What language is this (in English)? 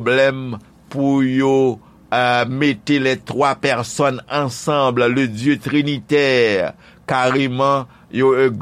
Haitian Creole